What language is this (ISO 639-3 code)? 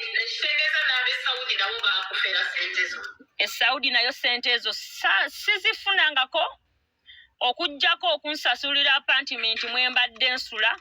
lug